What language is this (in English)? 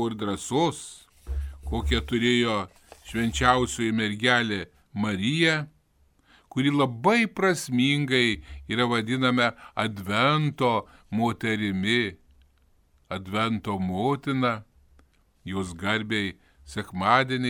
Lithuanian